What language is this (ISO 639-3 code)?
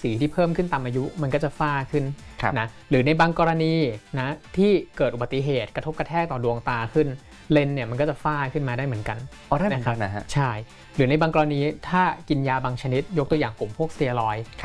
tha